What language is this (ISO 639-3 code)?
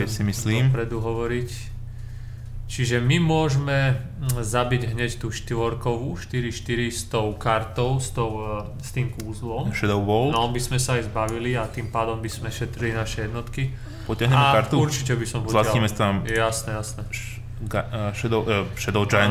slk